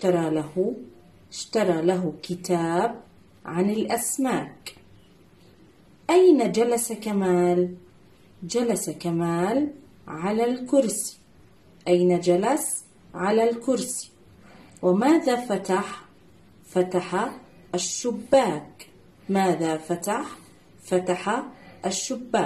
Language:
Arabic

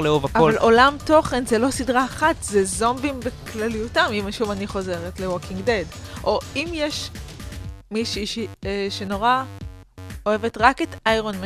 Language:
Hebrew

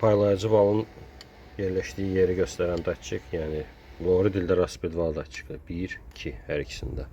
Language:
Azerbaijani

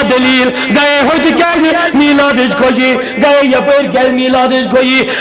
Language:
Kashmiri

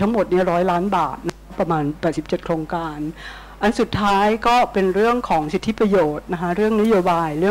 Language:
Thai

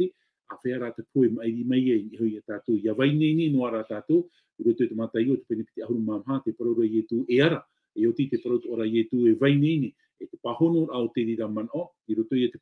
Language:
Tahitian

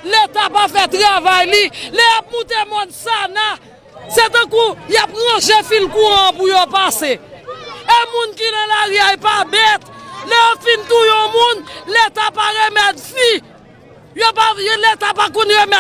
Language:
Haitian Creole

